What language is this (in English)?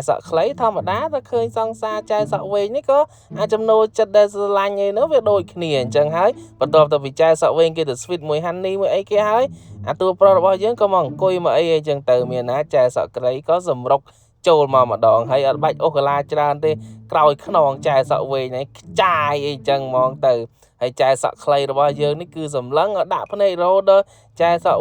Khmer